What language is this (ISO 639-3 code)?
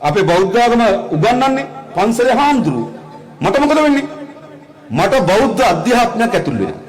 sin